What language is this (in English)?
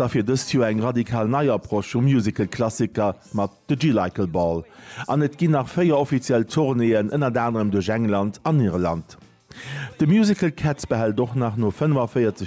Luxembourgish